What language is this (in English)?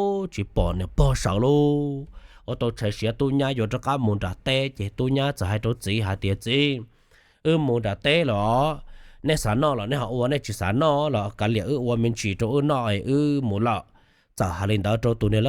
Hmong